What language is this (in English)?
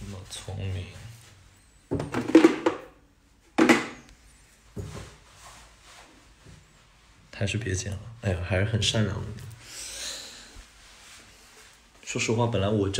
Chinese